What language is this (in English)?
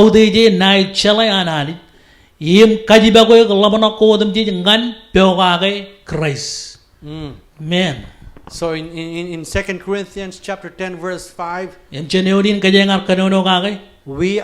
Marshallese